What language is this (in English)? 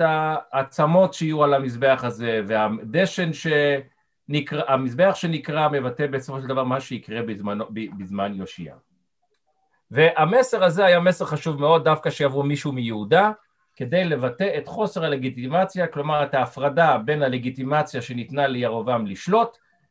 Hebrew